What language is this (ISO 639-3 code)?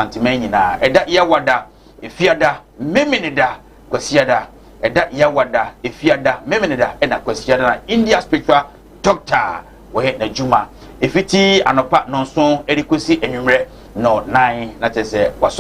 aka